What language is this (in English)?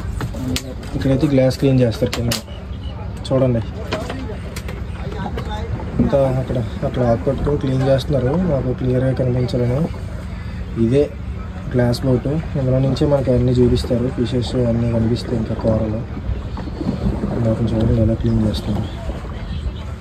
Telugu